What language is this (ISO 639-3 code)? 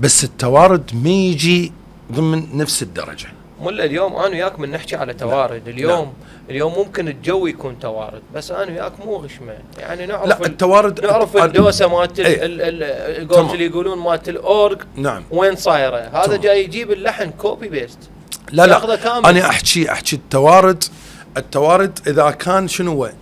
acm